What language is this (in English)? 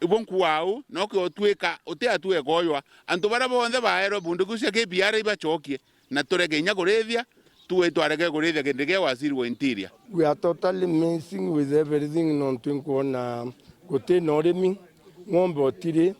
Meru